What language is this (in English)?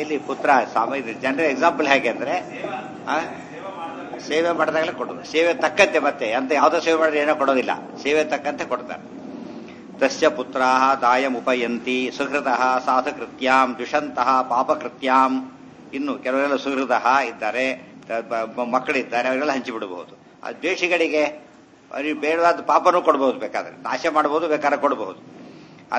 Kannada